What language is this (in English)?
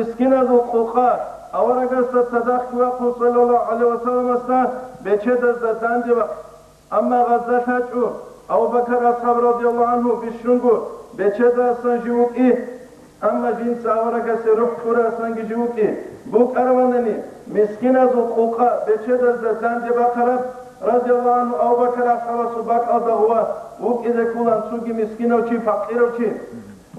Avaric